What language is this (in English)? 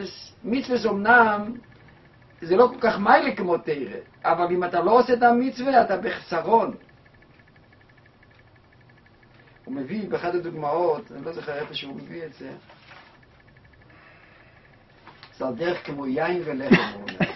Hebrew